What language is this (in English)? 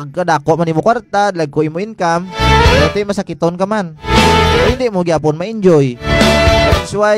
Hiligaynon